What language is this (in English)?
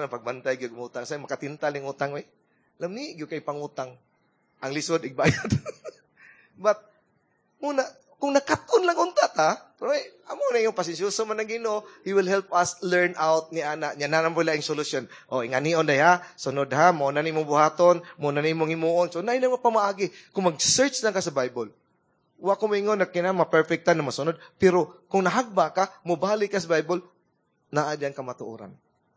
Cebuano